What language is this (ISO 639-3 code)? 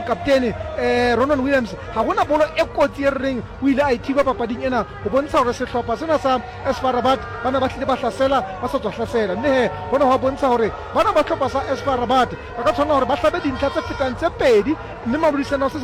sot